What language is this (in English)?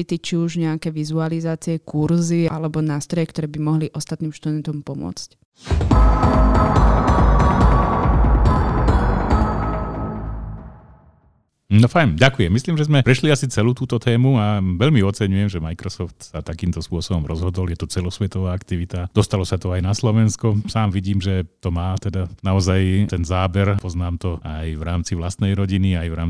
Slovak